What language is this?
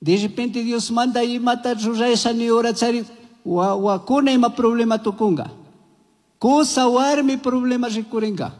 Chimborazo Highland Quichua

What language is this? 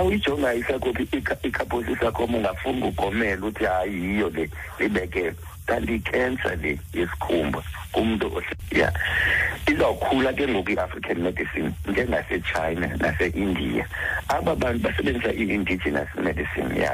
Xhosa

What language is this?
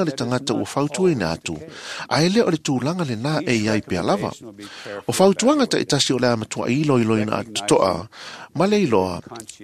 Samoan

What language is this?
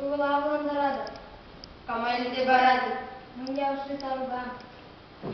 Chuvash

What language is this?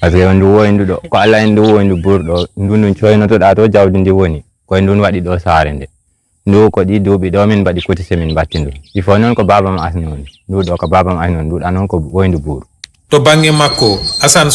Fula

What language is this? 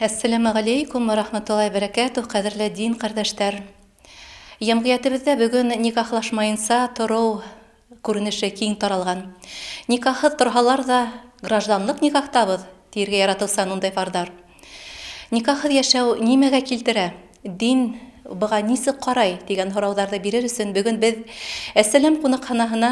Bashkir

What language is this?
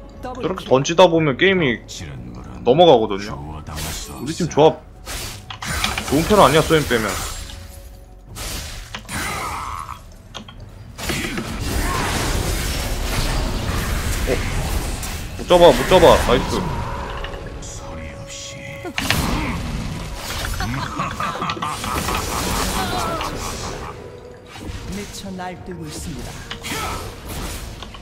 Korean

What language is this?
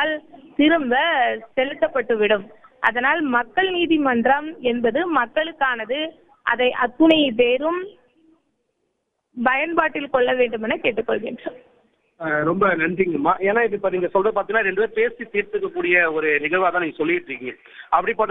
Tamil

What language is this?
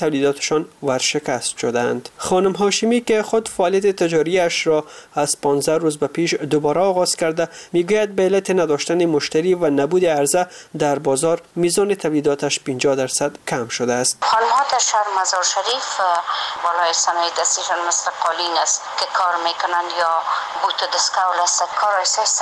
Persian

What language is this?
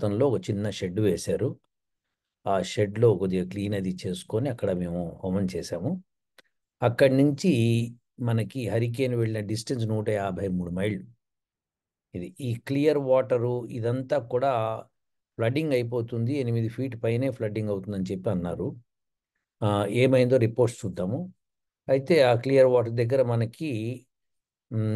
Telugu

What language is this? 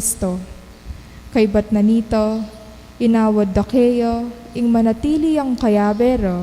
Pampanga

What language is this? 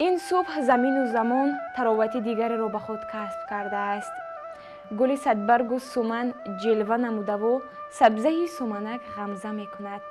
Tajik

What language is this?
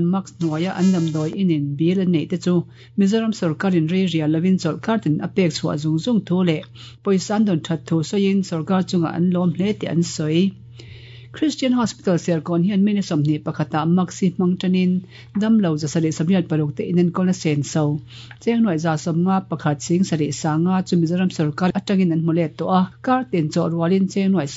Mizo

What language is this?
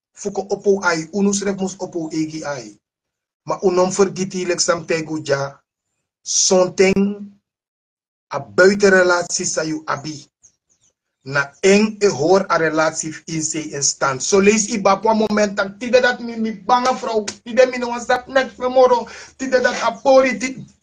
Sranan Tongo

